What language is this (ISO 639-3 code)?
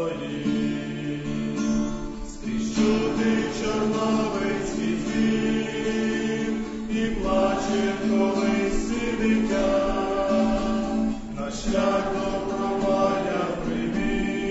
ukr